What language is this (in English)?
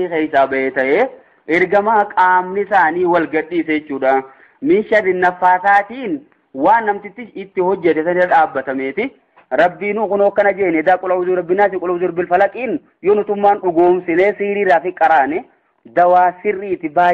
Oromo